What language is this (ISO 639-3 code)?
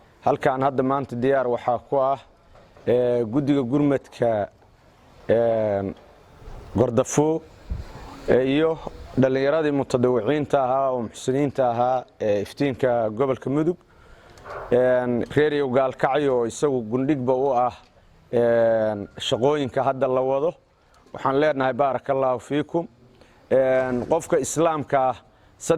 som